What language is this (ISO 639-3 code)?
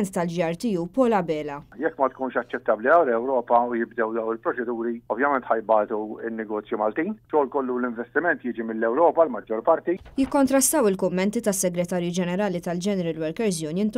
mlt